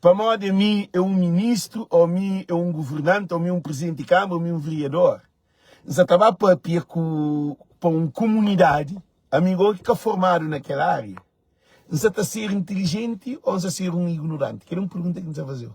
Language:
Kabuverdianu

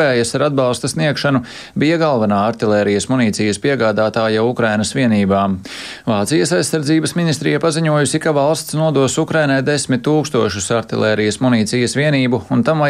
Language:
Latvian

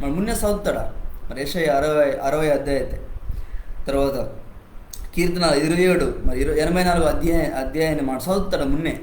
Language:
Koya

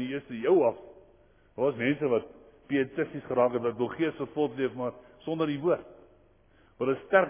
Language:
Afrikaans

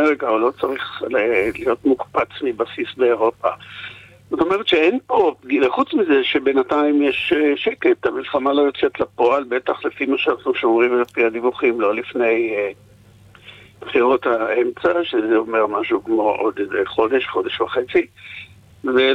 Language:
Hebrew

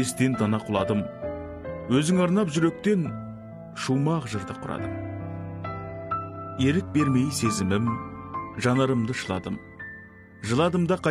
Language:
Kazakh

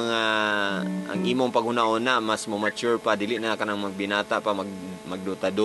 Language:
Cebuano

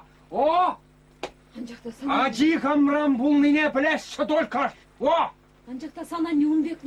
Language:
Chuvash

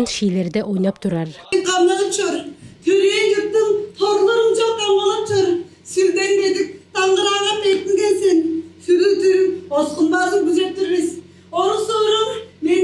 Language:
Tuvinian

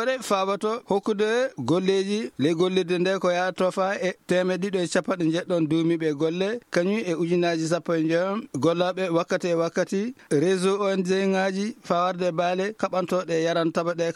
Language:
Fula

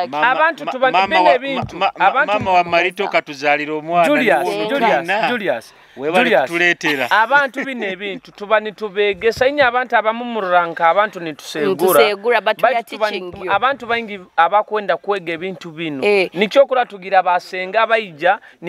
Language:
Nyoro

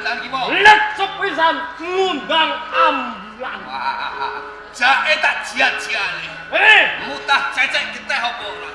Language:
Javanese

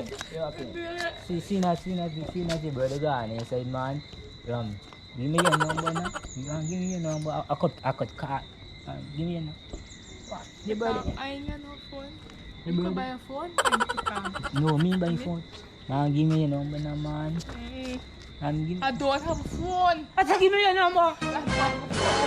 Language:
Jamaican Creole English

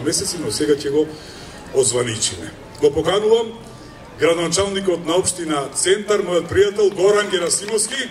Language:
Macedonian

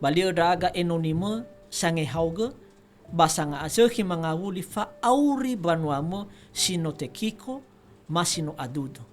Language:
Nias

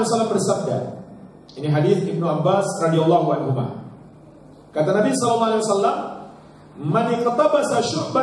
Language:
Indonesian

